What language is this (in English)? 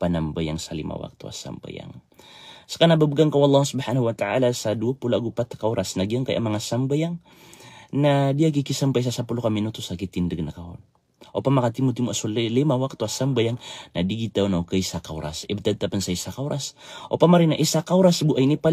Maranao